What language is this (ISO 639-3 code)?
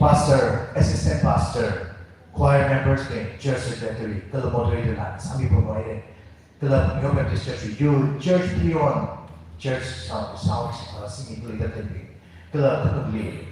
nmf